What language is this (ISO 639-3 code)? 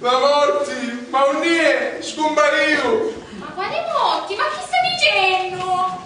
scn